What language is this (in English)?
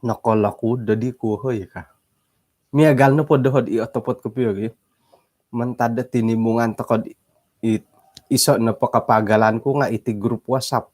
Central Dusun